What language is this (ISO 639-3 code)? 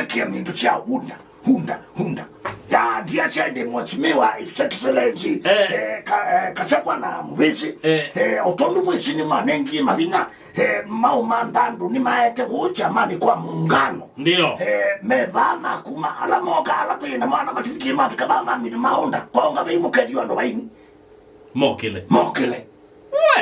kam